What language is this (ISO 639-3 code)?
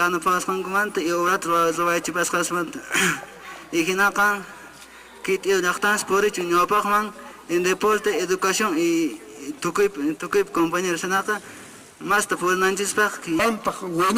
que